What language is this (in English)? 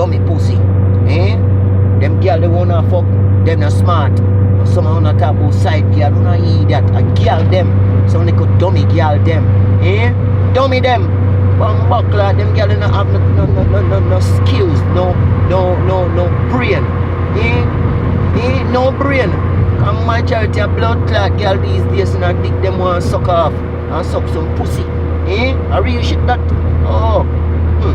Jamaican Creole English